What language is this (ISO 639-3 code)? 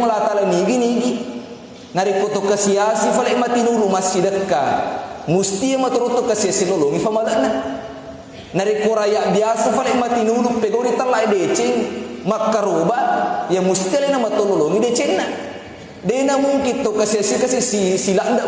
bug